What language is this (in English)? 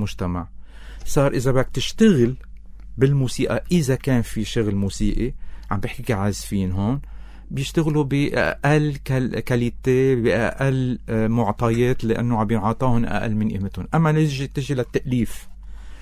North Levantine Arabic